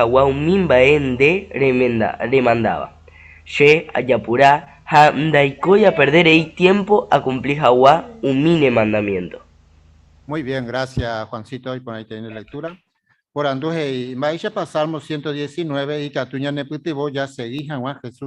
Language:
Guarani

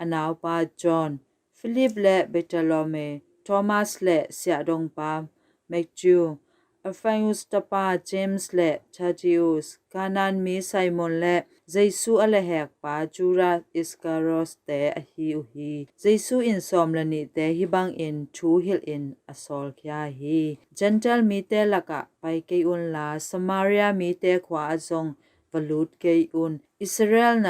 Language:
Tedim Chin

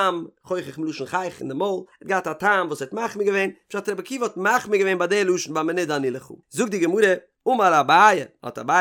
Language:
Yiddish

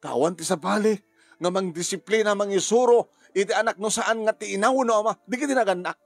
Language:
Iloko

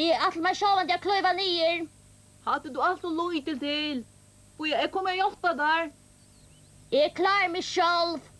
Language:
Faroese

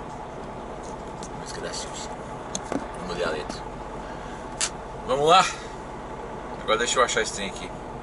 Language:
Portuguese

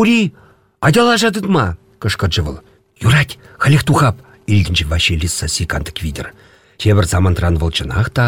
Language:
Chuvash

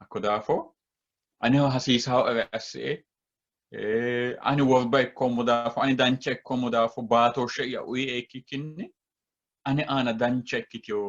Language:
Sidamo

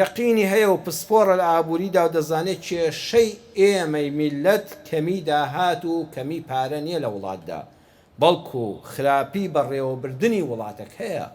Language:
Central Kurdish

